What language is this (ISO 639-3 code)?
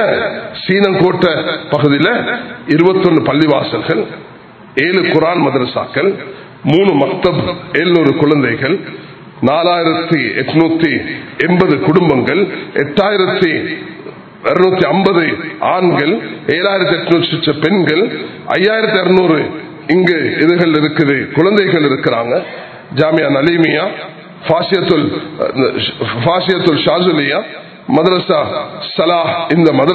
tam